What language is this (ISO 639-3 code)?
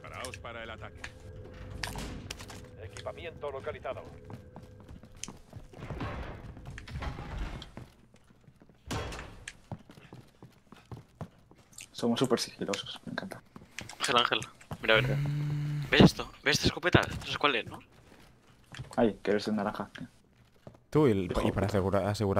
spa